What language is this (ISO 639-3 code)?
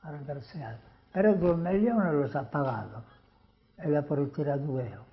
srd